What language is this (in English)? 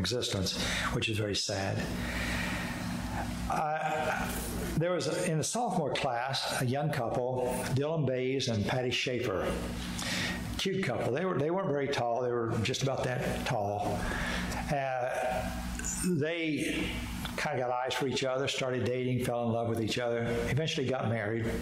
English